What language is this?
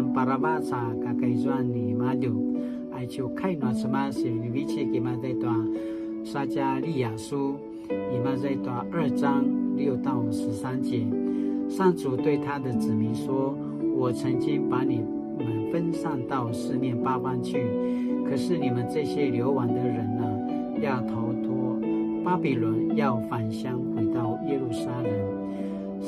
Paiwan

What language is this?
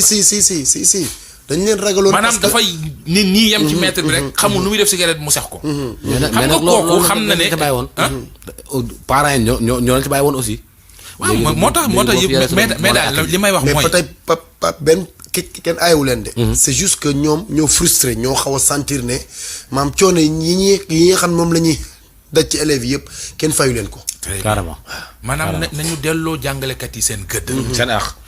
Wolof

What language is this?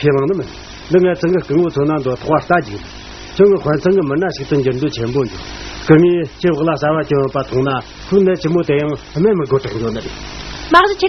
Tibetan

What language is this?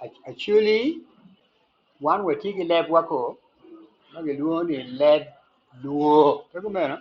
Acoli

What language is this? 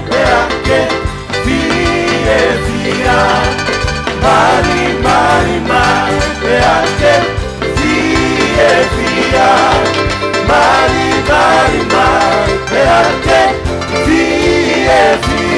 Tongan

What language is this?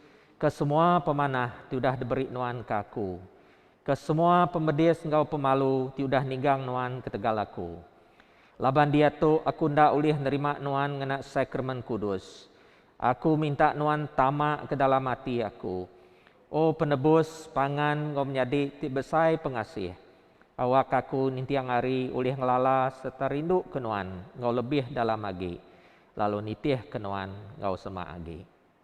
Iban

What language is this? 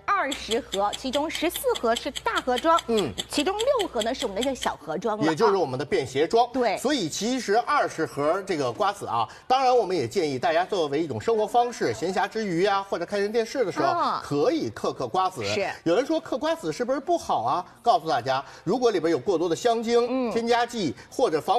Chinese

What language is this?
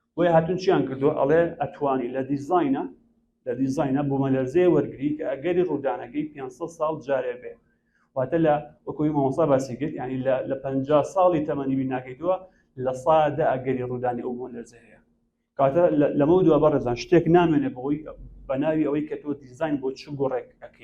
Central Kurdish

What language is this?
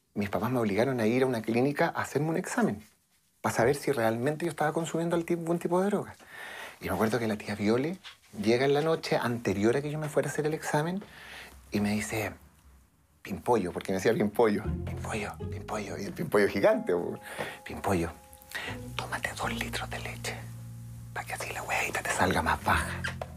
Spanish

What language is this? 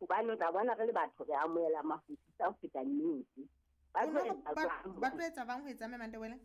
Southern Sotho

